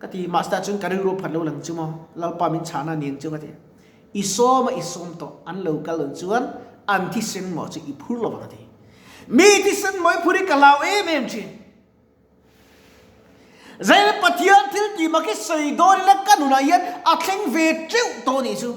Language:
Mizo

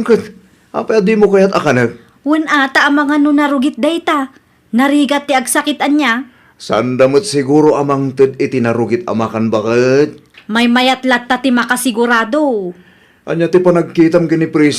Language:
Iloko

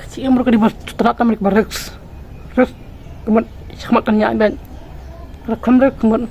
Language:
Khasi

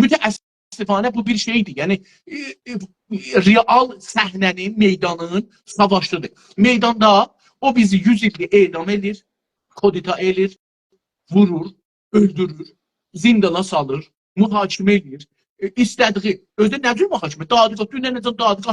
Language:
South Azerbaijani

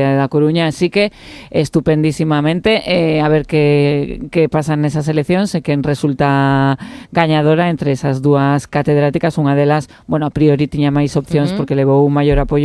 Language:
Galician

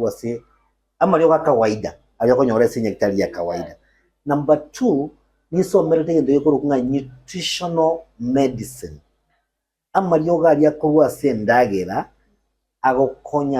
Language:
Gusii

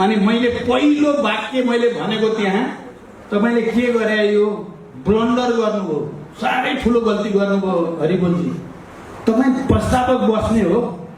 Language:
Nepali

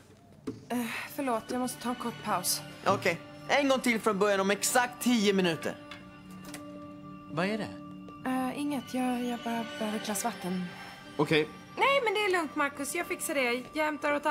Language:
Swedish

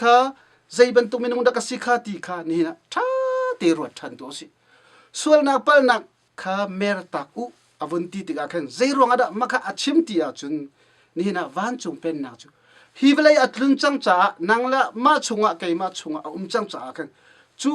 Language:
Hakha Chin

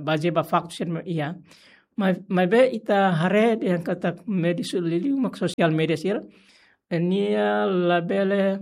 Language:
Tetum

